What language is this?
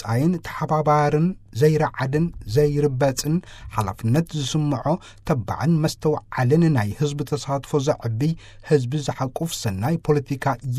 Tigrinya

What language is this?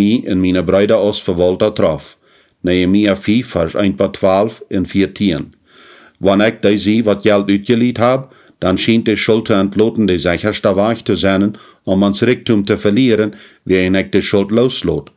Plautdietsch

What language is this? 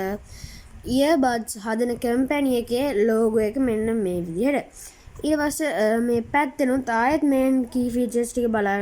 Sinhala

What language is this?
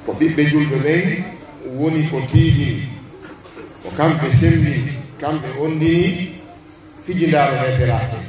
Pular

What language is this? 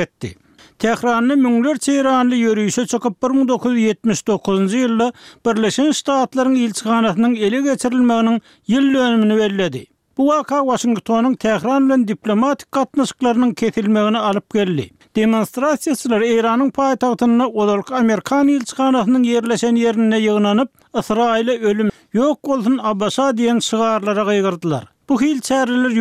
Turkmen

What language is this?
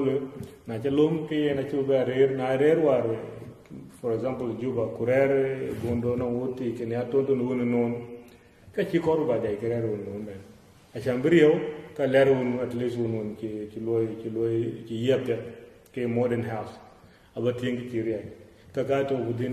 Dinka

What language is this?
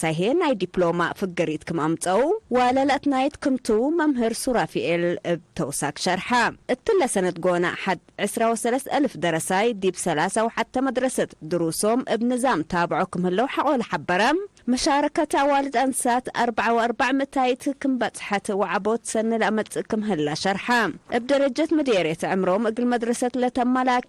Tigre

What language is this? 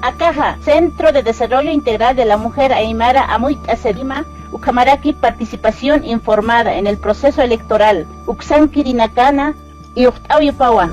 Aymara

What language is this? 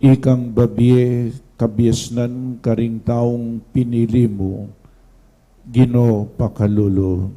Pampanga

